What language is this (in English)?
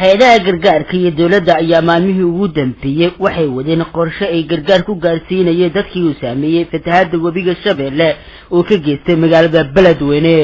Somali